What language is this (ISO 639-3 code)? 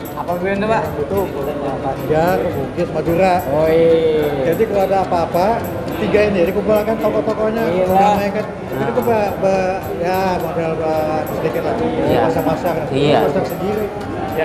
bjn